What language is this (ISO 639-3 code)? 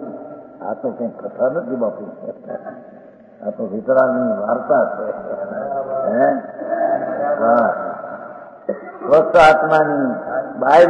guj